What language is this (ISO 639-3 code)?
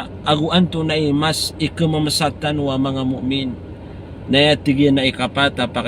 mrw